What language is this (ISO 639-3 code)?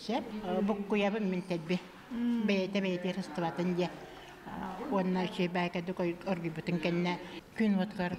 sah